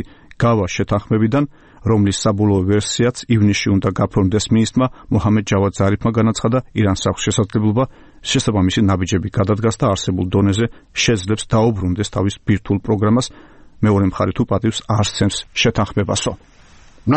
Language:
Georgian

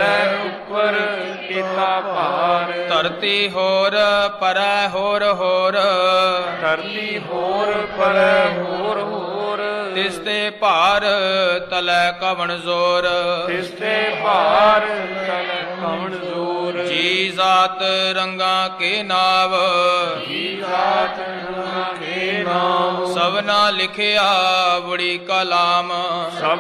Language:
Punjabi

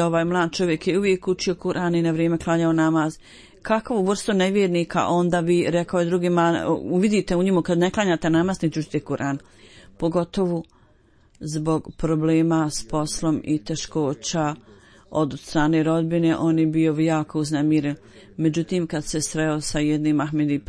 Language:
Bosnian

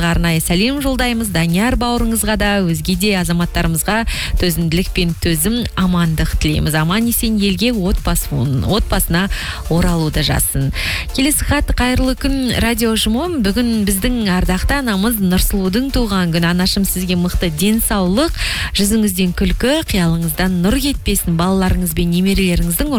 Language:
Kazakh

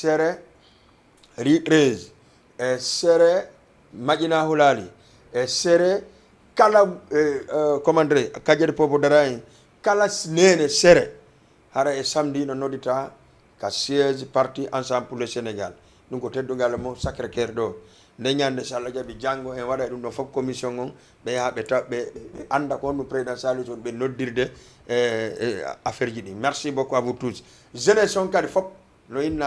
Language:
Fula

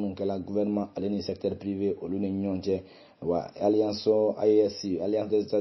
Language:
Bambara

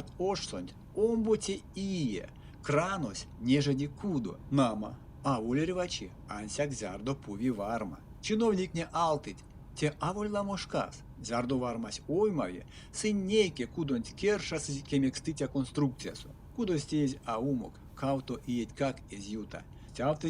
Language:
Erzya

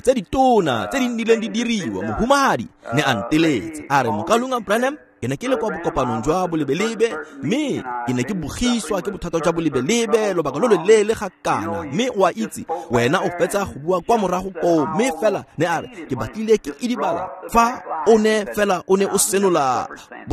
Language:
Tswana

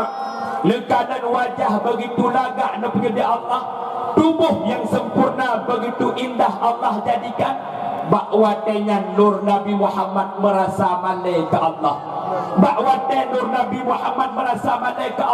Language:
Achinese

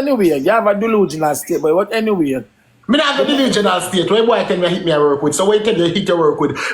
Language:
Jamaican Creole English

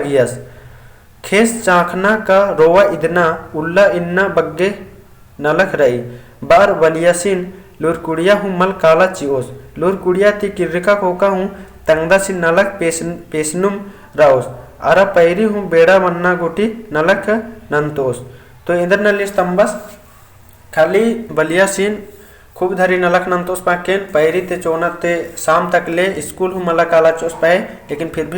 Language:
Kurukh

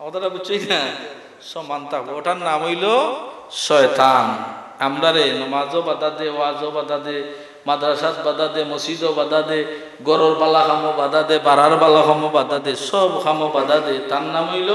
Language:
Sylheti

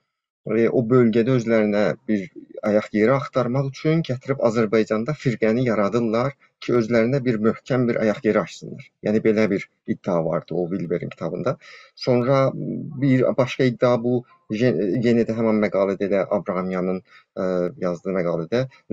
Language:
South Azerbaijani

